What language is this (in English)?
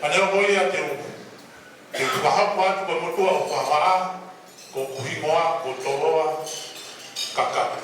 Tongan